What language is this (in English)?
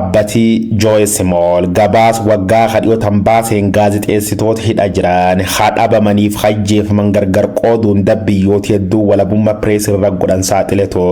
Oromo